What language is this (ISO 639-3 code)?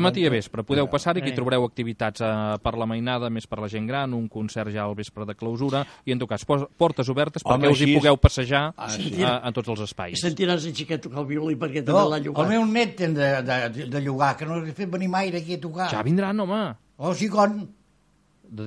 cat